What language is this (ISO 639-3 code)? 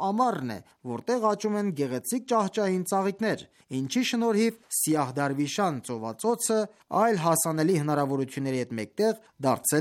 hye